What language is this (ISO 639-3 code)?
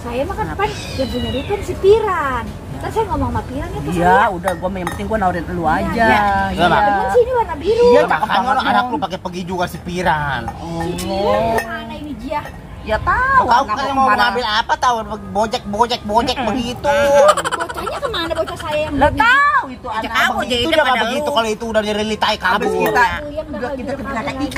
bew